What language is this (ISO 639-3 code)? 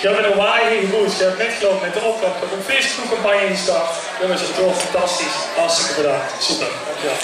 lim